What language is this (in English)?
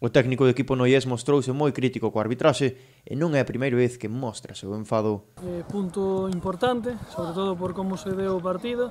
Galician